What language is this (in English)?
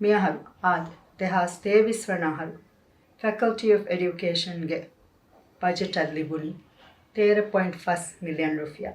Divehi